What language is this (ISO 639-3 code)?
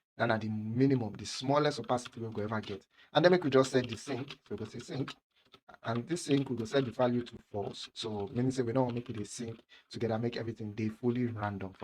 pcm